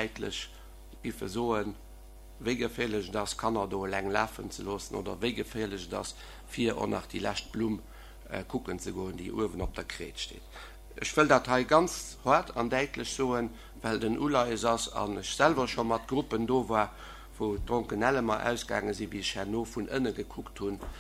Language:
Luxembourgish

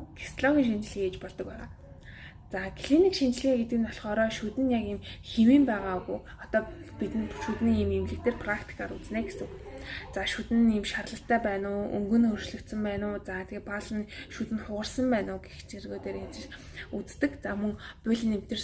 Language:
Mongolian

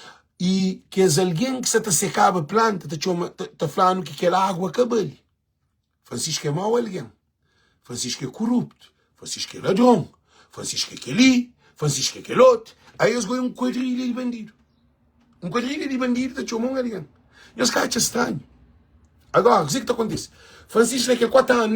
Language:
Kabuverdianu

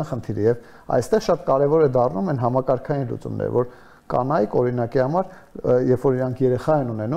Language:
Armenian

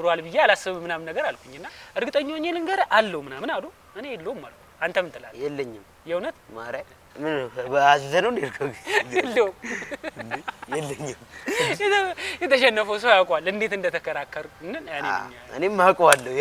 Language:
Amharic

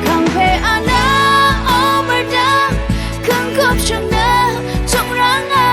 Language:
Rawang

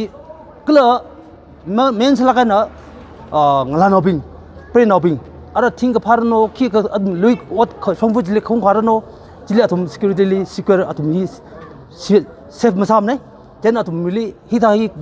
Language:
Tangkhul Naga (India)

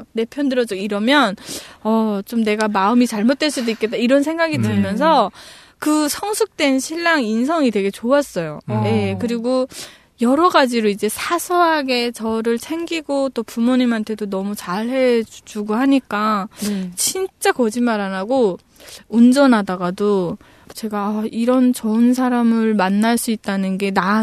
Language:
Korean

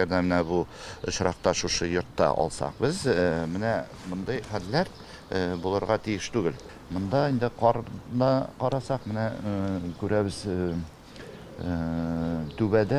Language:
Tatar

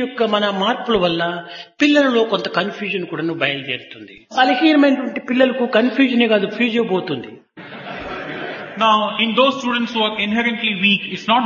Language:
Telugu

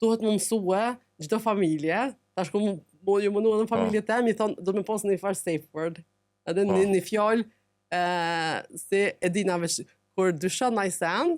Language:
Albanian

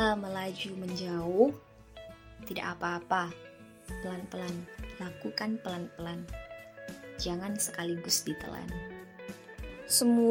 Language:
Indonesian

